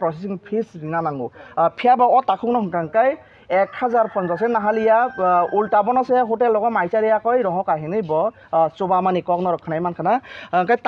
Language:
Kok Borok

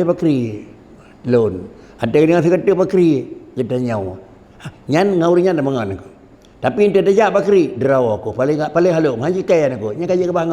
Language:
Achinese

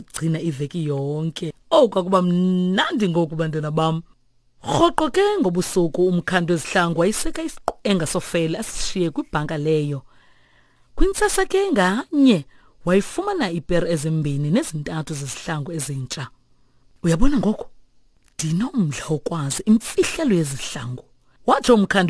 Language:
Xhosa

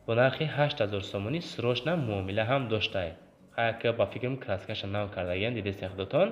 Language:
Tajik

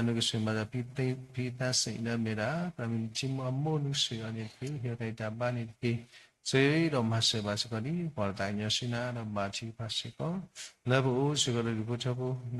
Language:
S'gaw Karen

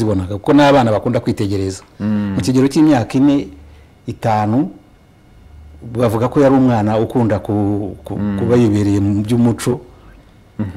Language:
Kinyarwanda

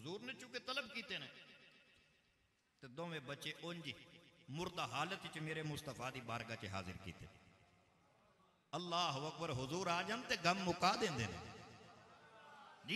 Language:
Western Panjabi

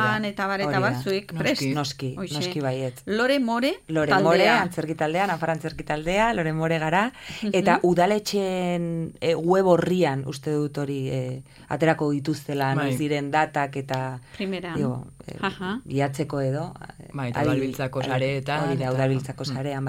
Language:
Basque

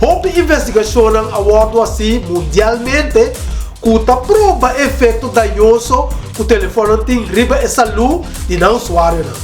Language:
Papiamento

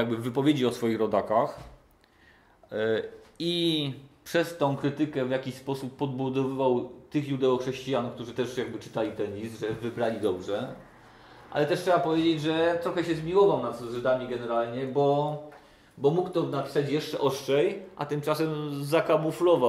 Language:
Polish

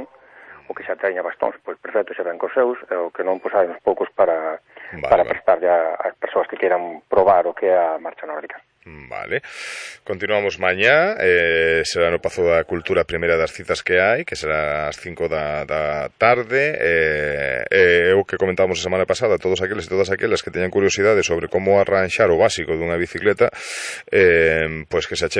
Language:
Galician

